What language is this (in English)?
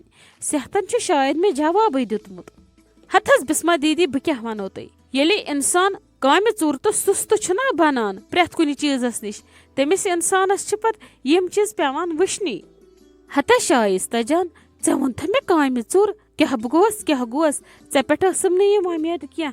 Kashmiri